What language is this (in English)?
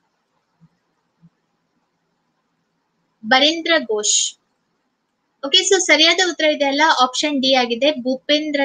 Kannada